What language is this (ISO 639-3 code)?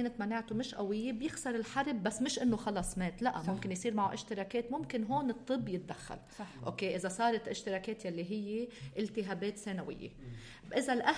apc